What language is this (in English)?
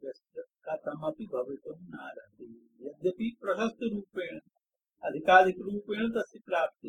Sanskrit